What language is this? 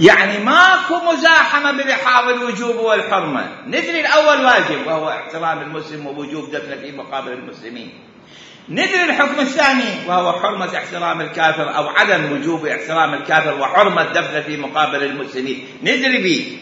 Mesopotamian Arabic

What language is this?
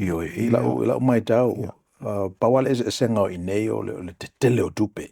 Samoan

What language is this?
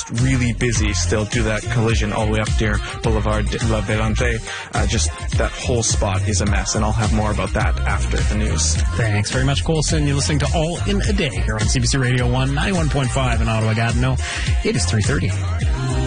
English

